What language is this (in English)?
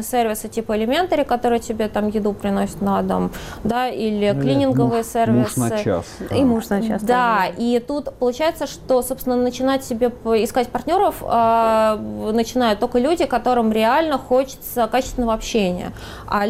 Russian